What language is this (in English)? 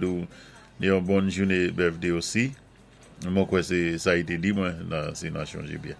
Saint Lucian Creole French